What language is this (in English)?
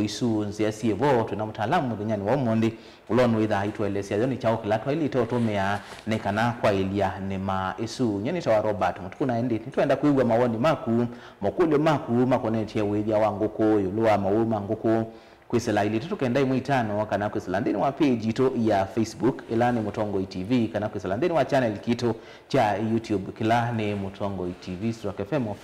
Kamba